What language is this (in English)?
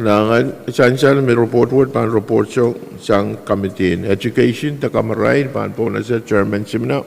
Pohnpeian